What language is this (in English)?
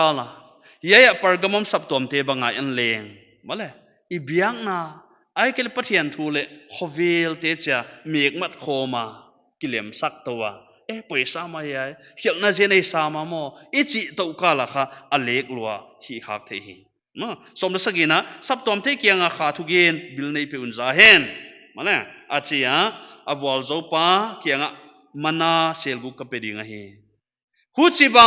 Paite Chin